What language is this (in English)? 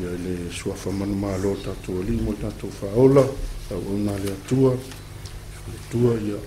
Samoan